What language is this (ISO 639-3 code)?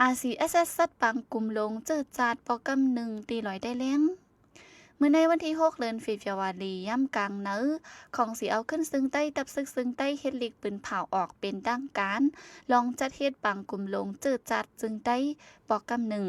shn